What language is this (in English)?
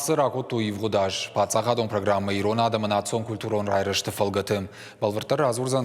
Ossetic